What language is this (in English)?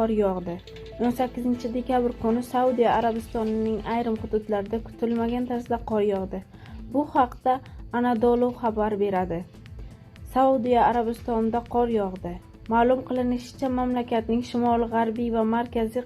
Uzbek